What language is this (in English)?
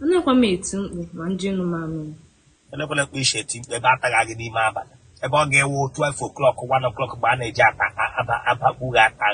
Igbo